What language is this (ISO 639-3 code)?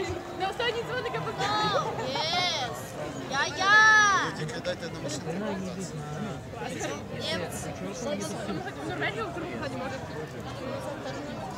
ukr